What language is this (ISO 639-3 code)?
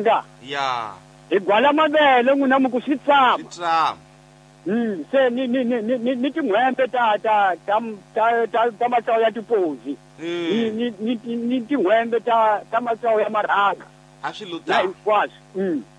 tso